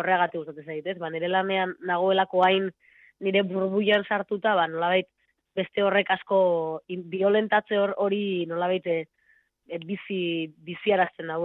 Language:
Basque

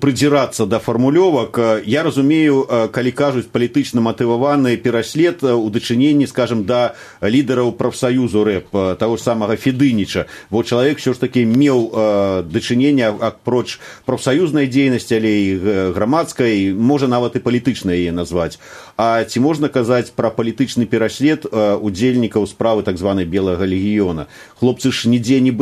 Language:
Belarusian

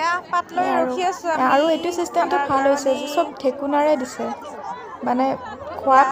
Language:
Assamese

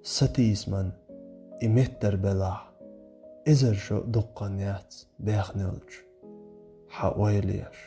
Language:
Chechen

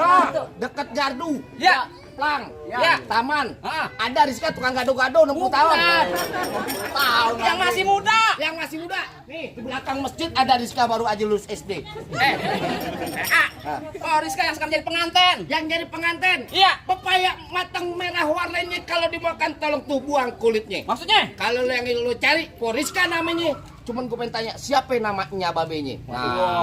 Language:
Betawi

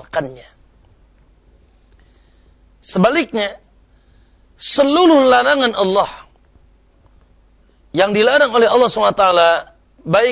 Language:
Indonesian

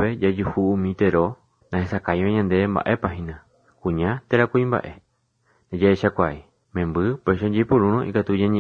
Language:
Guarani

